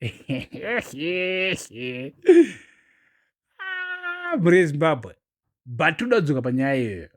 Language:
Shona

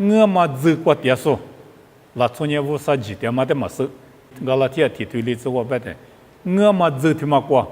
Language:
Lisu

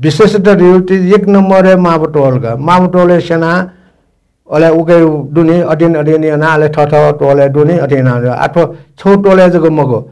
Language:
Newari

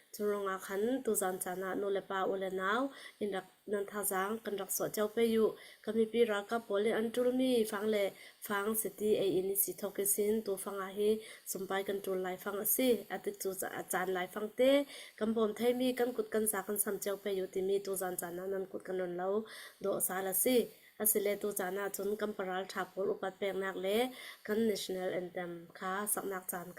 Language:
Hakha Chin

